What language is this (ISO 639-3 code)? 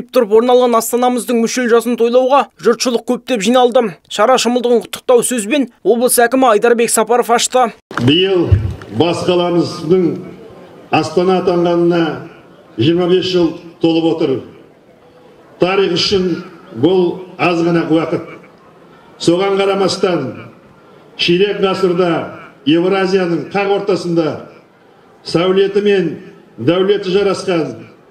kaz